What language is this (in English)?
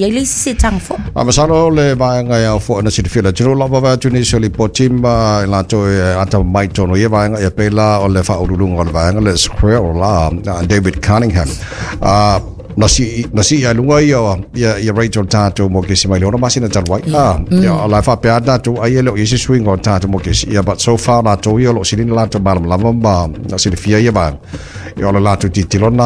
Samoan